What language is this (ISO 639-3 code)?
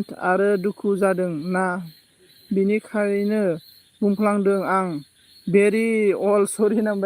brx